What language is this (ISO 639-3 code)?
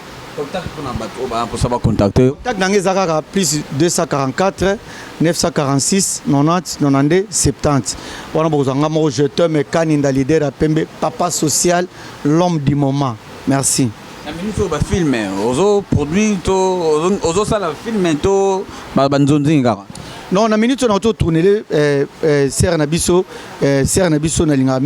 lin